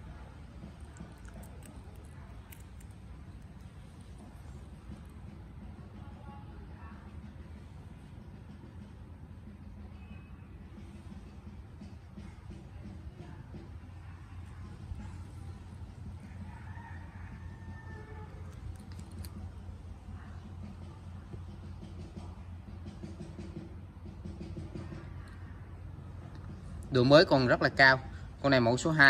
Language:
Vietnamese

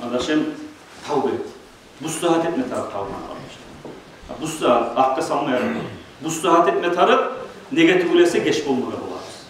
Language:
Kumyk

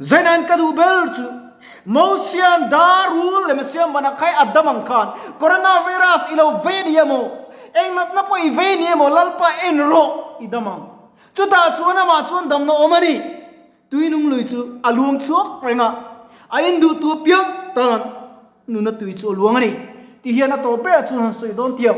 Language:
Mizo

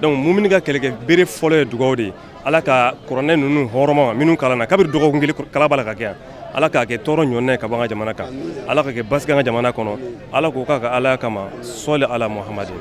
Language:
Bambara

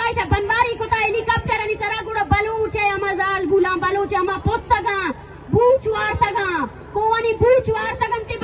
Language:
Eastern Balochi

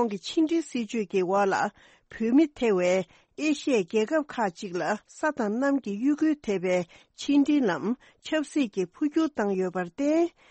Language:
Tibetan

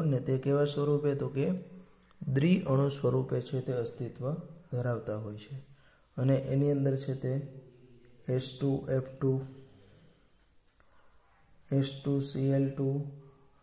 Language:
Gujarati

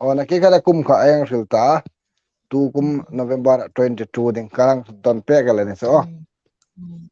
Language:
Hmar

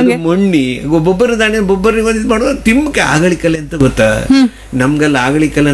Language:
Kannada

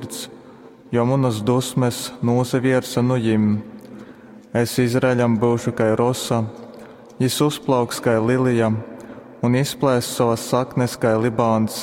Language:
Latgalian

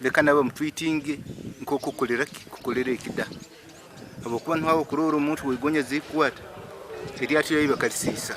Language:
Nyankole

